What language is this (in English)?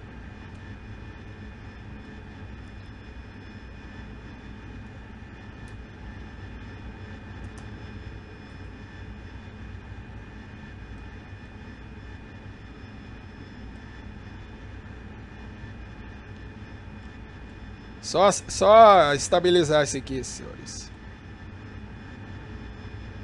Portuguese